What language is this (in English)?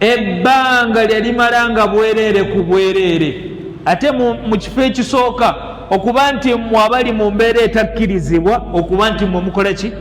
Ganda